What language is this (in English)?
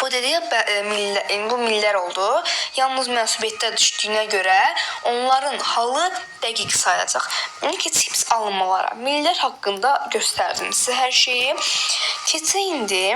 Azerbaijani